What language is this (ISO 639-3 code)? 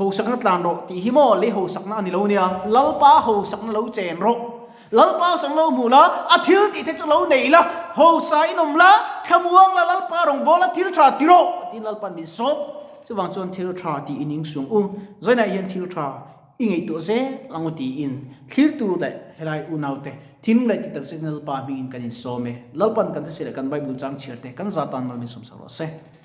lus